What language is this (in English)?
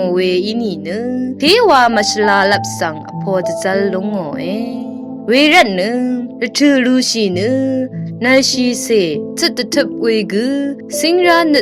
Rawang